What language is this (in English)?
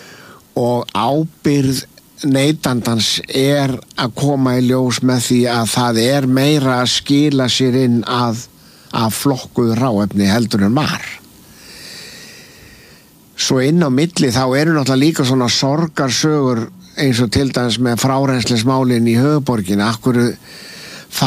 Icelandic